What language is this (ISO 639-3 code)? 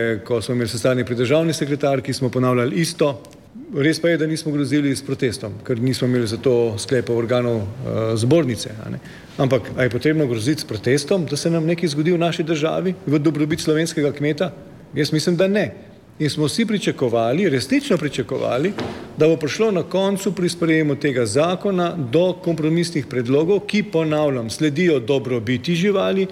slv